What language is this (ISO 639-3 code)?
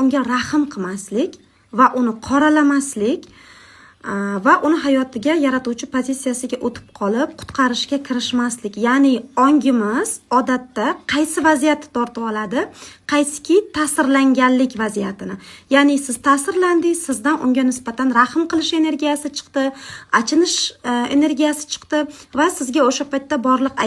uzb